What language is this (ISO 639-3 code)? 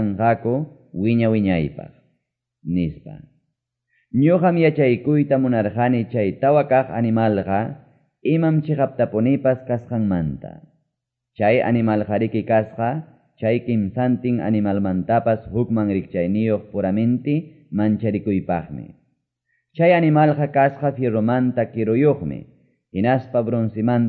que